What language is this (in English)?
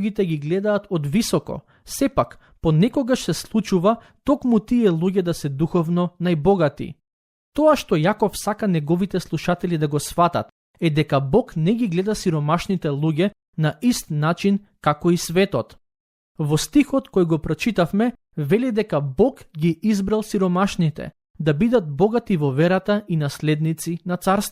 Macedonian